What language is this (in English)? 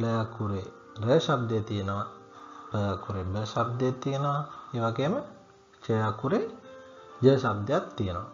Sinhala